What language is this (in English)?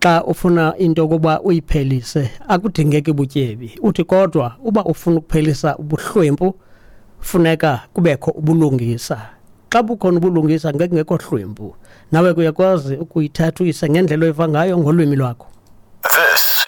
Xhosa